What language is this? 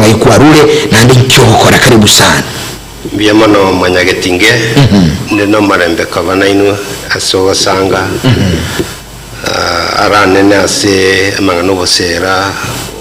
Gusii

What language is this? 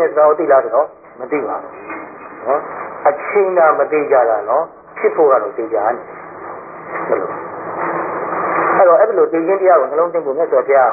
Burmese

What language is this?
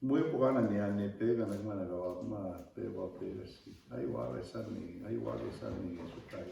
Plains Cree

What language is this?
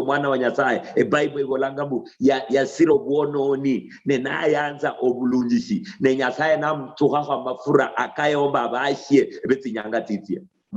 Luyia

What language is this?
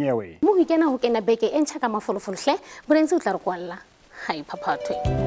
Southern Sotho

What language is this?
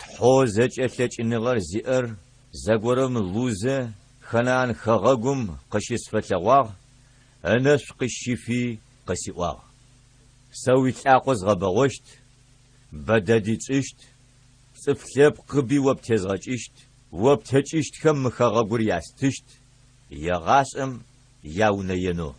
Adyghe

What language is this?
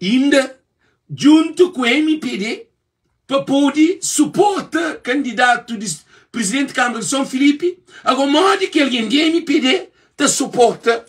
Kabuverdianu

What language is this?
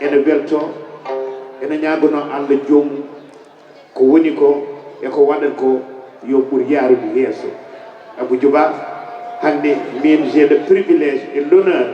Fula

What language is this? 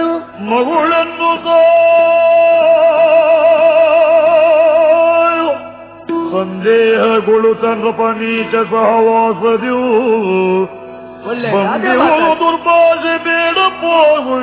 Kannada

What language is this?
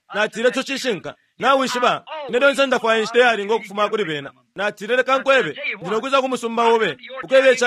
Bemba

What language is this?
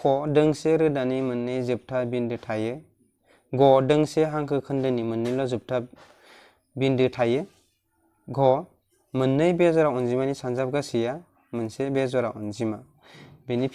Bodo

